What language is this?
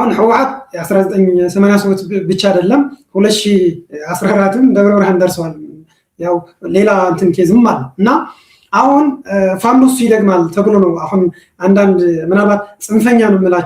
Amharic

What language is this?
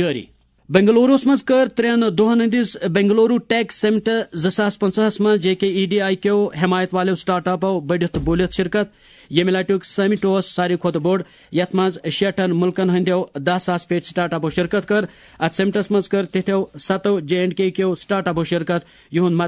Kashmiri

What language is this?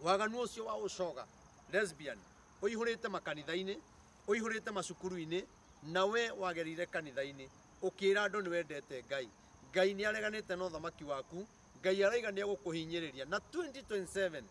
Kikuyu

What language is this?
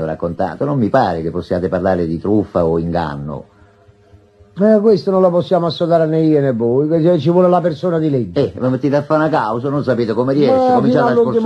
Italian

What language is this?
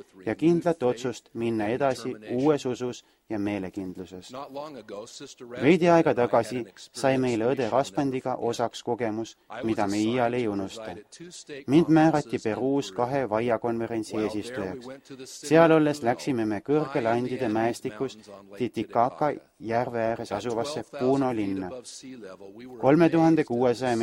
Estonian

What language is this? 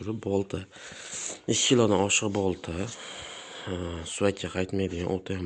Uzbek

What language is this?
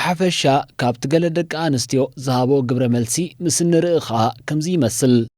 Tigrinya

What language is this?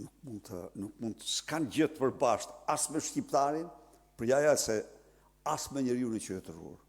Albanian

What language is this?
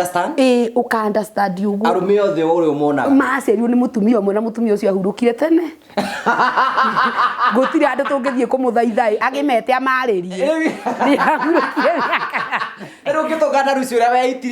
Kikuyu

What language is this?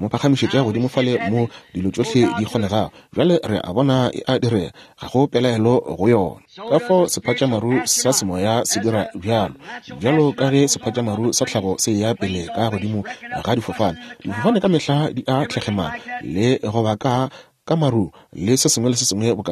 Northern Sotho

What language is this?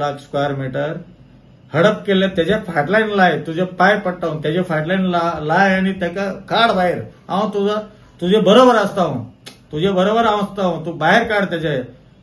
Konkani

